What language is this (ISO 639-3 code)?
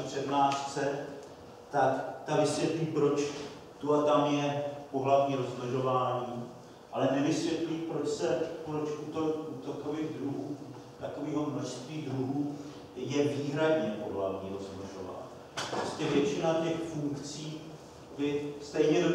ces